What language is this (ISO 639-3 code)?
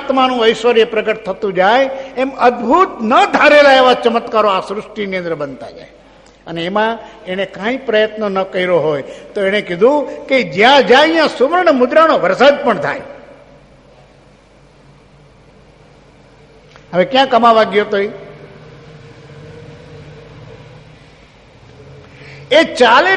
guj